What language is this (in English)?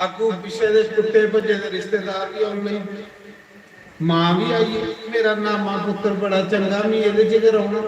Dogri